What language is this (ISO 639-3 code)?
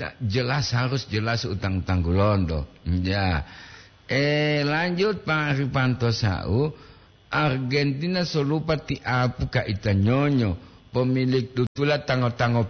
gor